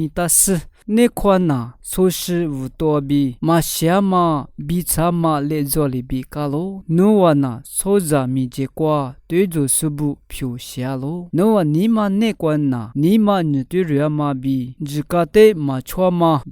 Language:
Lisu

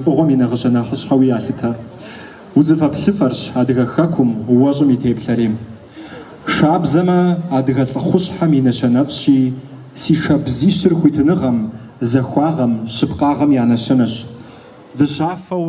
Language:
Kabardian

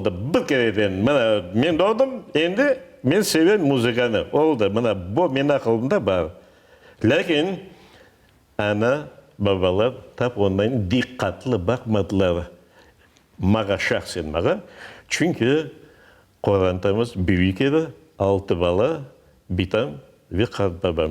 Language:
Crimean Tatar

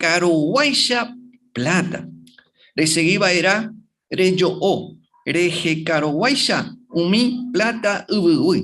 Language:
Guarani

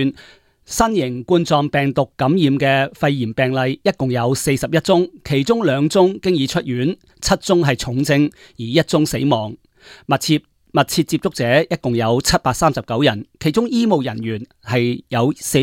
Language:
Cantonese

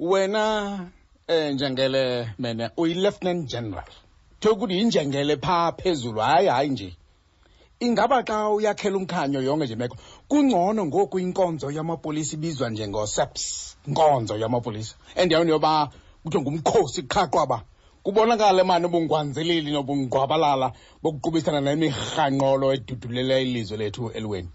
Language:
Xhosa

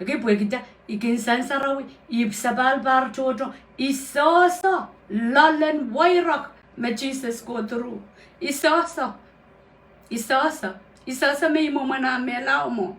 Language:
Pohnpeian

